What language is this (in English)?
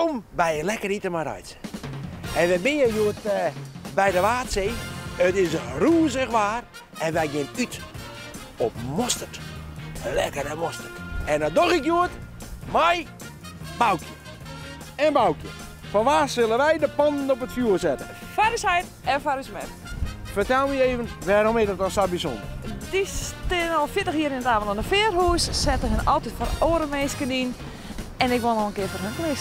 Western Frisian